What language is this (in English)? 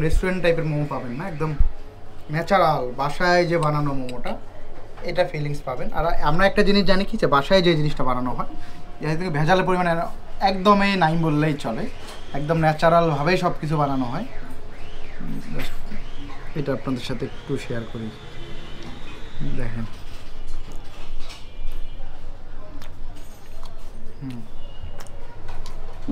Bangla